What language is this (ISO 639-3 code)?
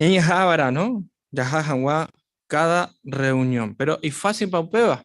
grn